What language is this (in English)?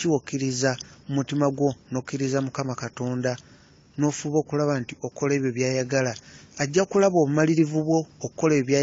Ganda